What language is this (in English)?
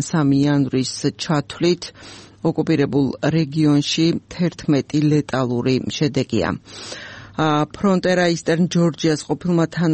Georgian